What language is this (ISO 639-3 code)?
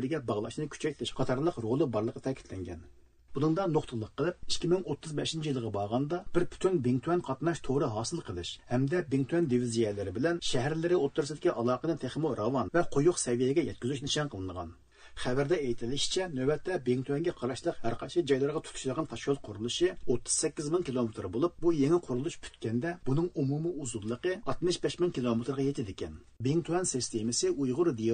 uig